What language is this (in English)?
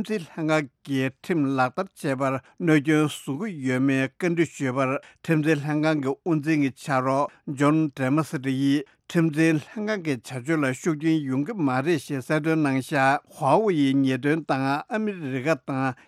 Tibetan